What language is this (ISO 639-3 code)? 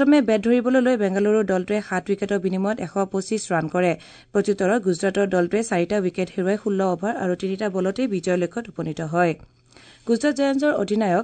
asm